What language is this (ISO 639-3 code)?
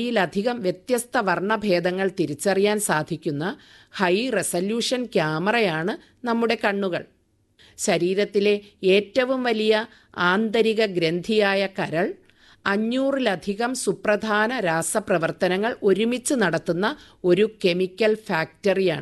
mal